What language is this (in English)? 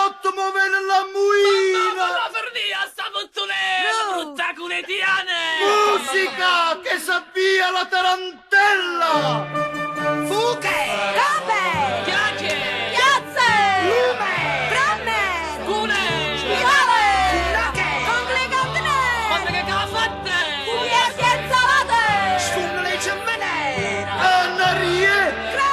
Neapolitan